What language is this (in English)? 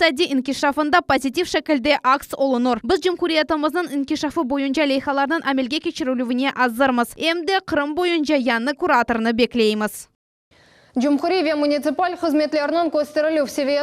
Crimean Tatar